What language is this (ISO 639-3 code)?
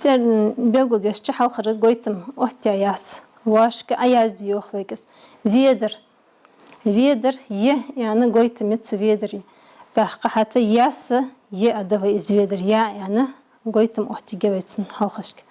inh